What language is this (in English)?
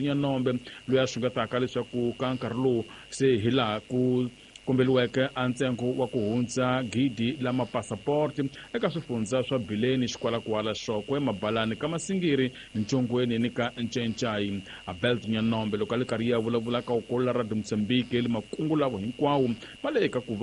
Tsonga